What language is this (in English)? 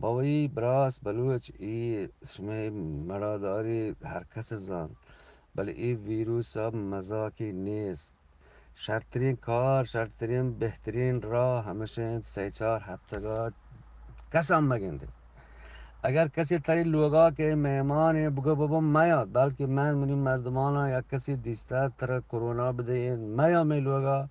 Eastern Balochi